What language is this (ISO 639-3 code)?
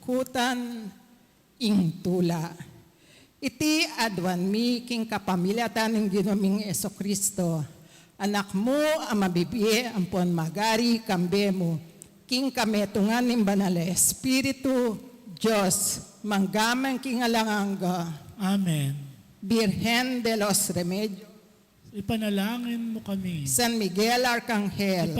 pam